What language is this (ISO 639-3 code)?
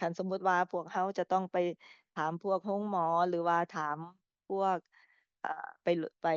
lao